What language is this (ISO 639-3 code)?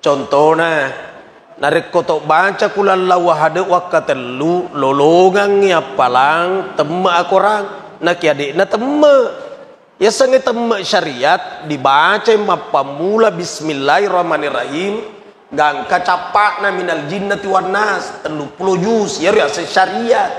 bug